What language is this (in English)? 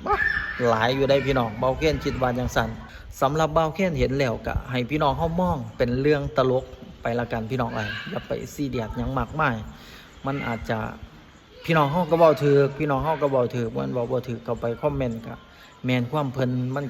Lao